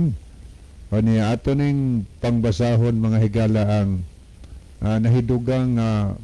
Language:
Cebuano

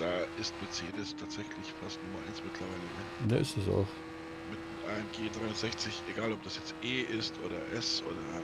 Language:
Bavarian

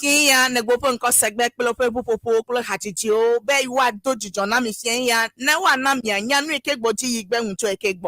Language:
Ewe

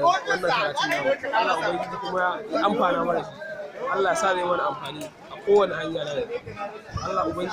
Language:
Hausa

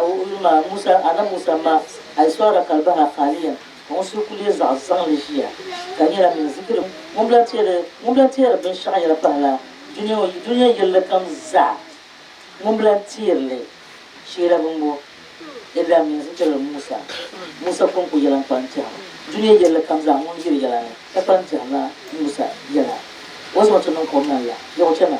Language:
Dagbani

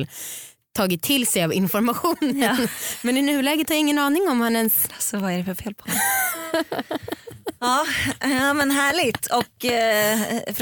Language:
Swedish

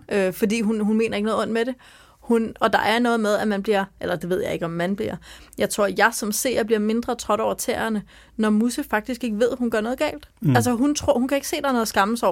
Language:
Danish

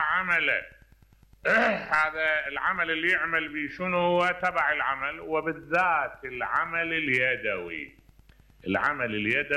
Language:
Mesopotamian Arabic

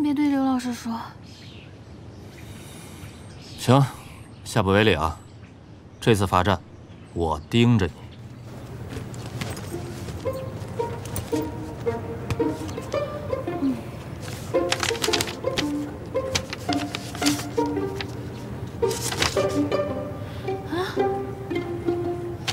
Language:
Chinese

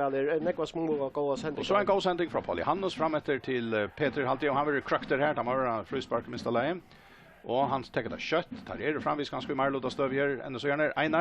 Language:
Faroese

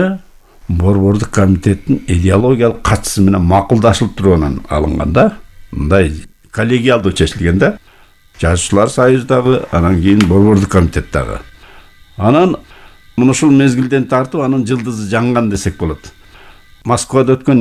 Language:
Kyrgyz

